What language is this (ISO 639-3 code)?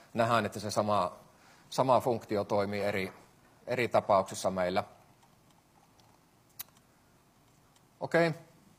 fin